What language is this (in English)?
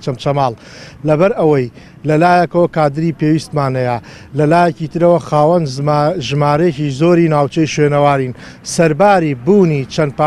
Central Kurdish